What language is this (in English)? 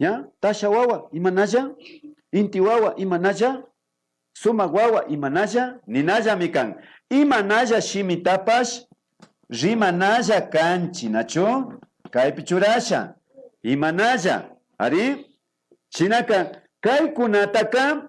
Imbabura Highland Quichua